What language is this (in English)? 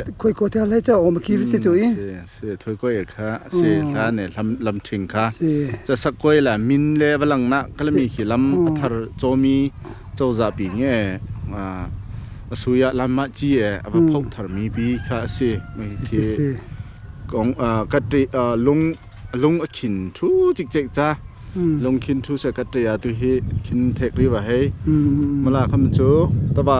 Hakha Chin